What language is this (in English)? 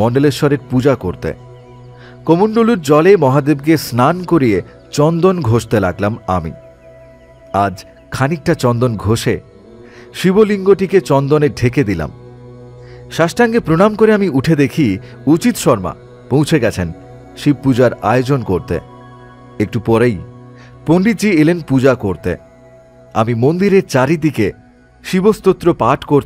Bangla